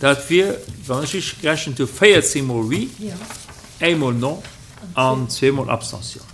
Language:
Luxembourgish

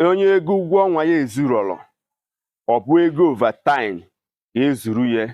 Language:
Igbo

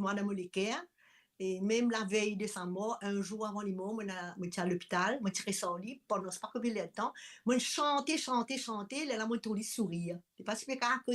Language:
Morisyen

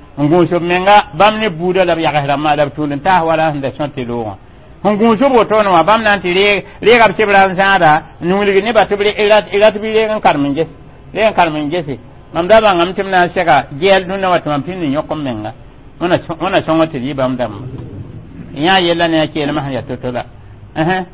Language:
Mossi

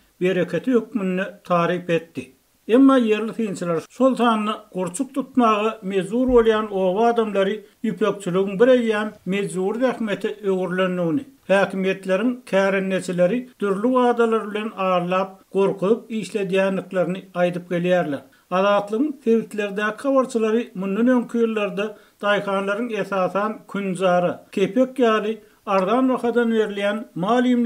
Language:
Turkmen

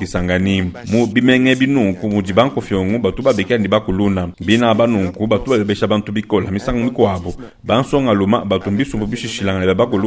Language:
Luba-Lulua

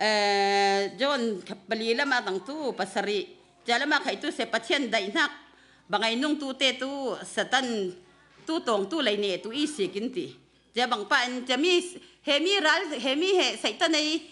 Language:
Falam Chin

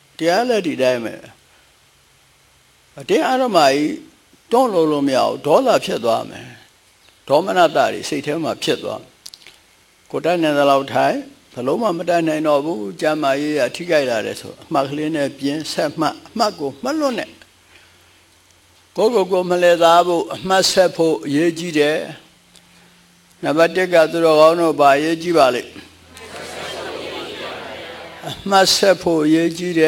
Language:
Burmese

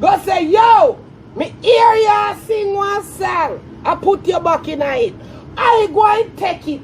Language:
Jamaican Creole English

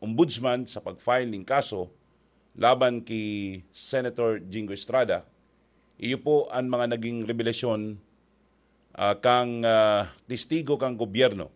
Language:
Bikol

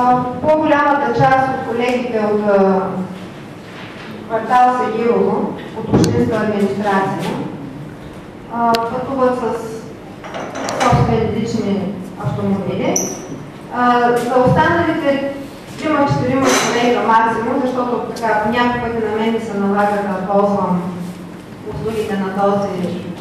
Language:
Bulgarian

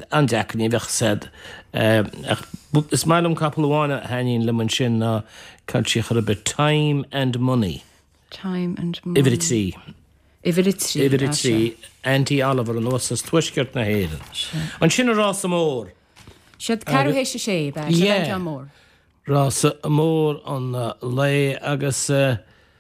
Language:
Irish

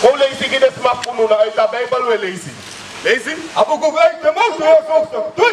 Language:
Sranan Tongo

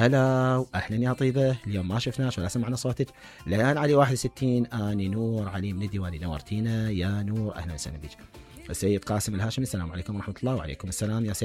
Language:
Mesopotamian Arabic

